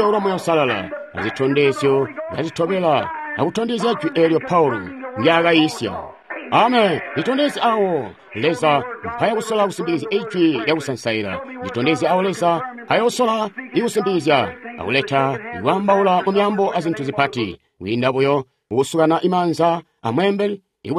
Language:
Tonga (Zambia)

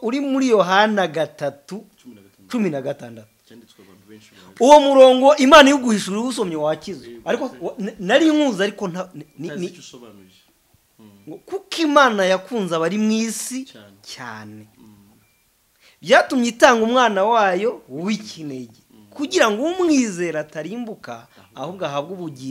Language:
Kinyarwanda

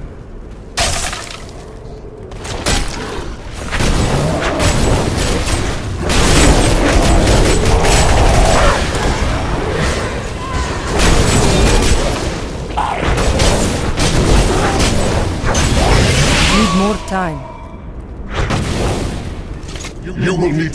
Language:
English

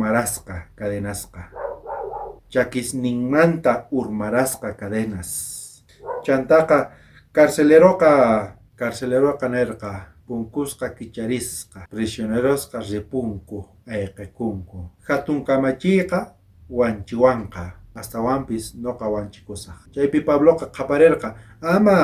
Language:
South Bolivian Quechua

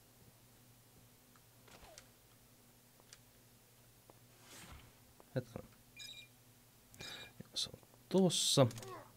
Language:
Finnish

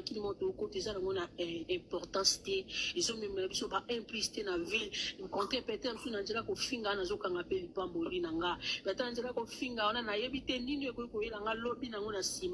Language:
Lingala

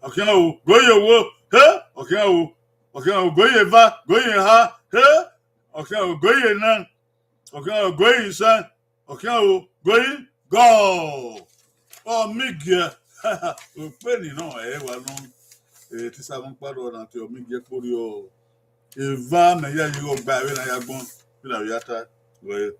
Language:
Bini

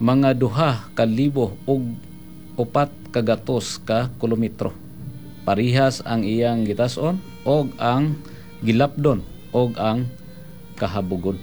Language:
Cebuano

